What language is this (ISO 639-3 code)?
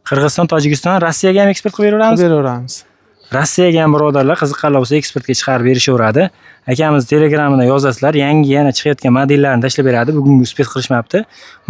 uzb